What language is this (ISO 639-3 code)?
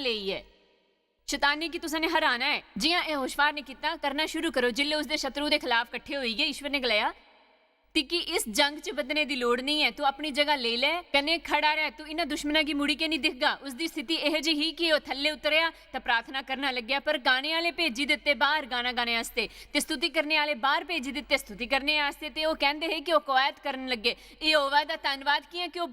doi